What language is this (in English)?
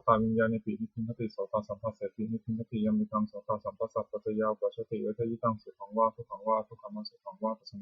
Pali